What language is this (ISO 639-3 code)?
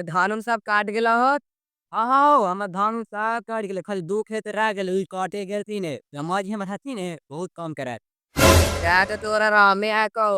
mag